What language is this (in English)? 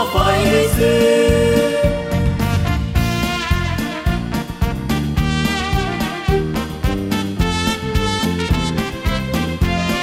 Vietnamese